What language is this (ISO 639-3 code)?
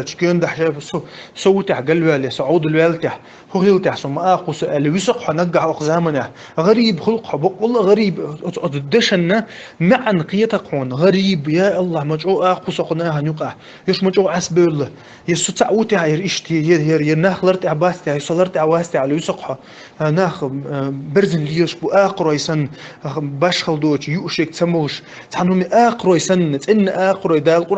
che